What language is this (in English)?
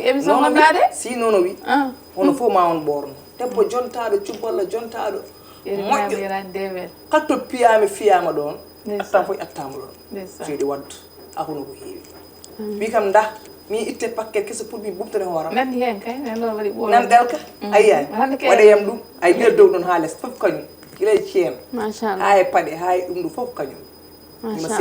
Fula